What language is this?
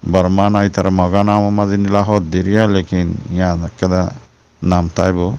Rohingya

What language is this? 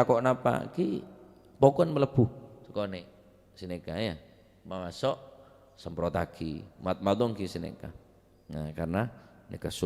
Madurese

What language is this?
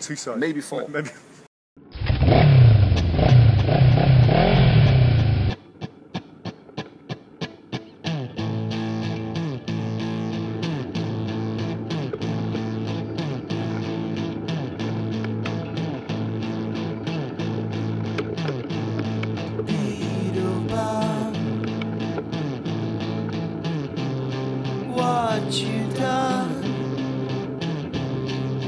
English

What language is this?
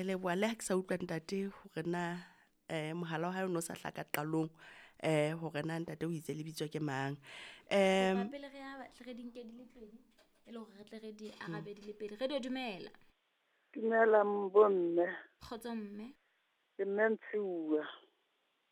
Southern Sotho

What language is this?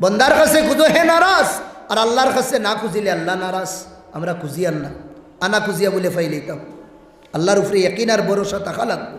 Sylheti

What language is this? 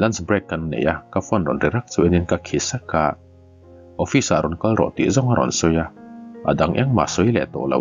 Mizo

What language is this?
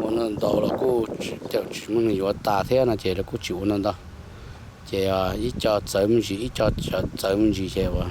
Hmong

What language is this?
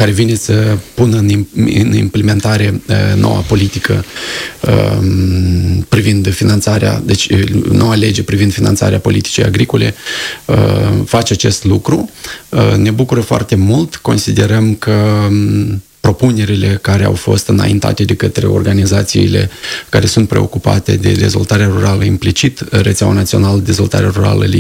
Romanian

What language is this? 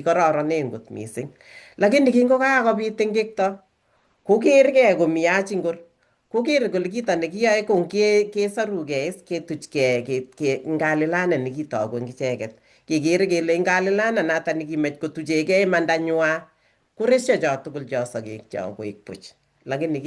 Kalenjin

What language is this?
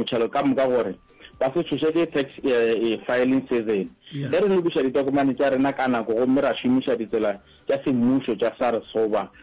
Northern Sotho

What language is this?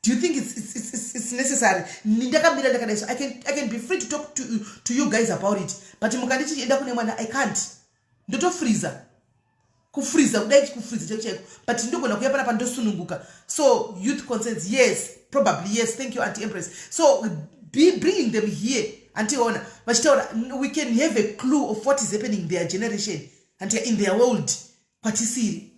Shona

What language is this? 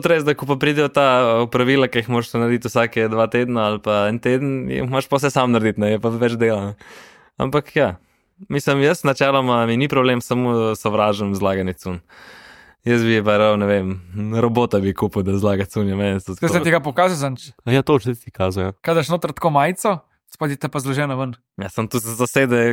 Slovenian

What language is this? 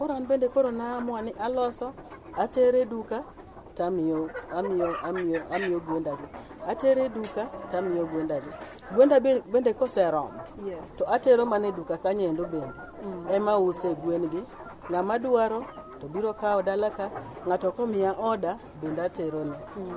Luo (Kenya and Tanzania)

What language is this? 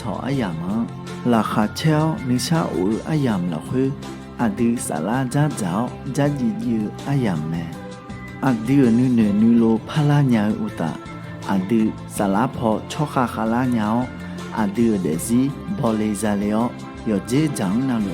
Akha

